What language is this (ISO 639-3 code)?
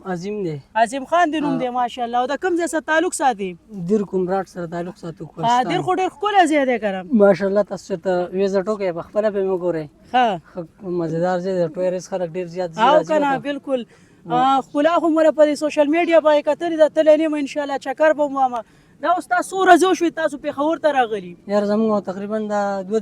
pus